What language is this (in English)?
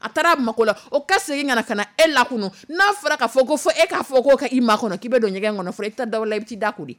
Dyula